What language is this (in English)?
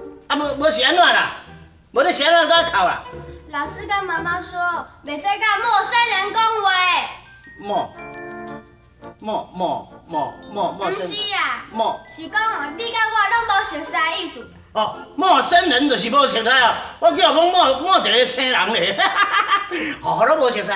Min Nan Chinese